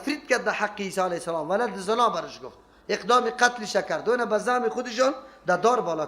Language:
Persian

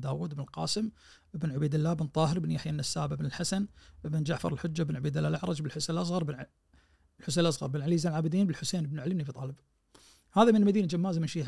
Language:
Najdi Arabic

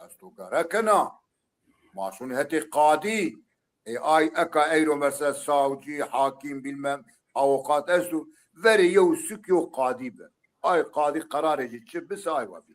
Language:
Zaza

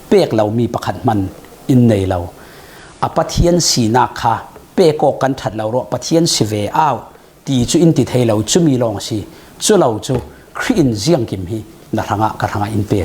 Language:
Falam Chin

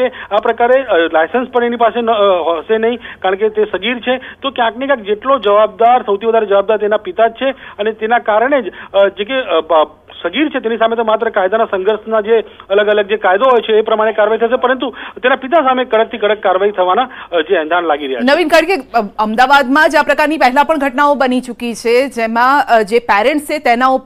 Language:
Gujarati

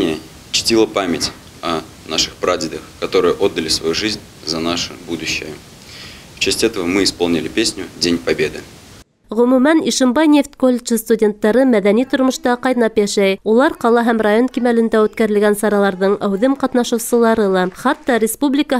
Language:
Bashkir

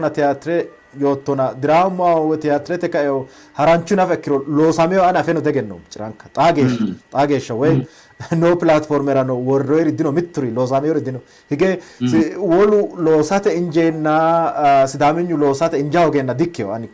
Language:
Sidamo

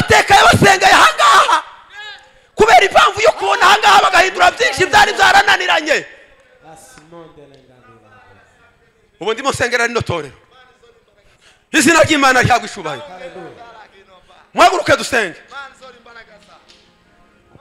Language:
Kinyarwanda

